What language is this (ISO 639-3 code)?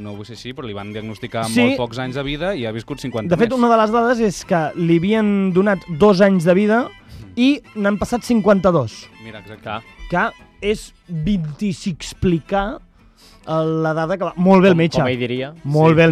cat